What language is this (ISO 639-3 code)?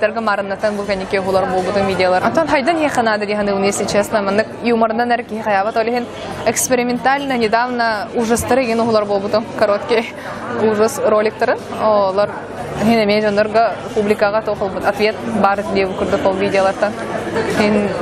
sah